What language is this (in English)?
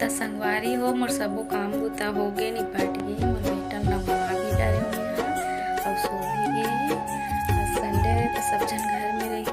Chhattisgarhi